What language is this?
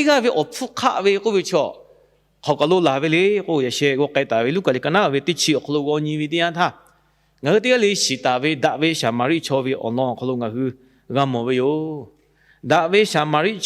Lahu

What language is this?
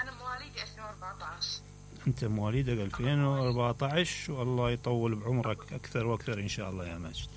Mesopotamian Arabic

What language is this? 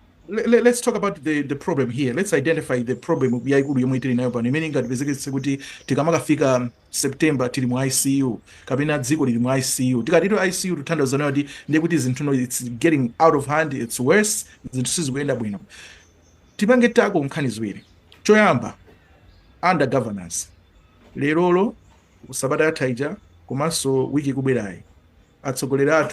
Nyanja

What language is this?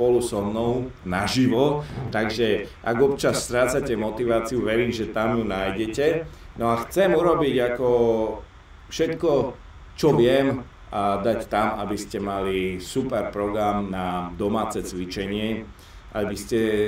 Slovak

